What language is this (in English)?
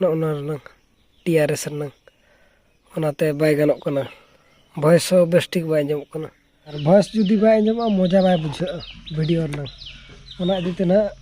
Santali